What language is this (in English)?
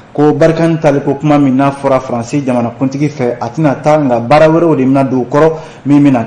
Bambara